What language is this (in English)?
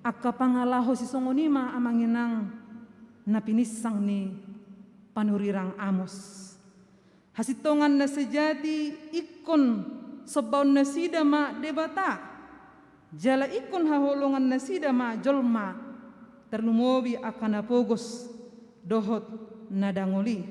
Batak Toba